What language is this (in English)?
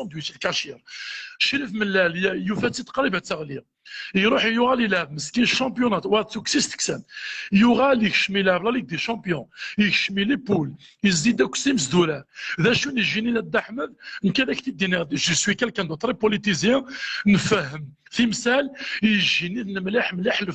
Kabyle